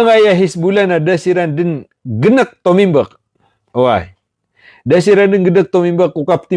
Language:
Maranao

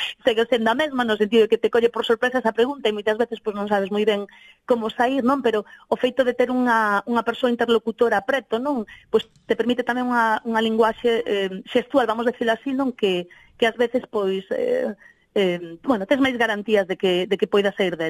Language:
Galician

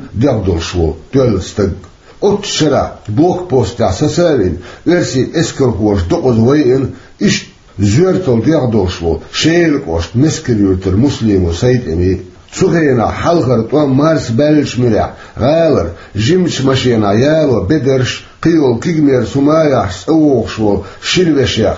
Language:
Chechen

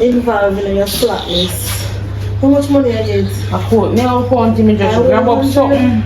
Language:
Jamaican Creole English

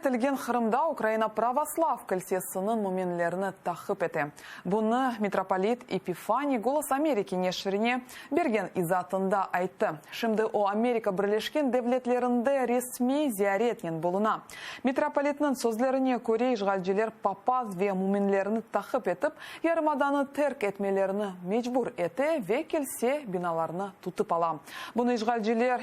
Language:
Crimean Tatar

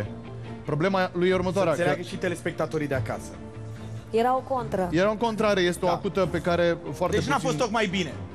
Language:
Romanian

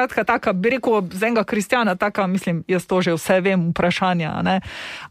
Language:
Slovenian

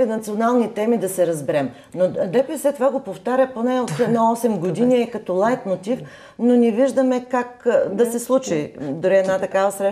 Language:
Bulgarian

